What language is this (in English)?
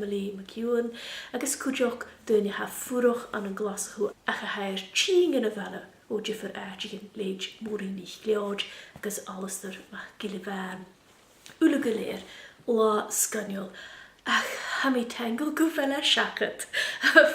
Scottish Gaelic